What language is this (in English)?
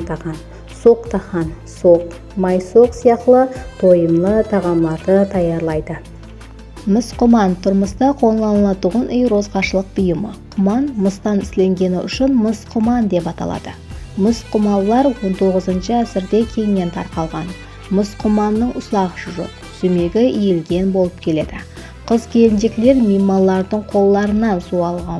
Kara-Kalpak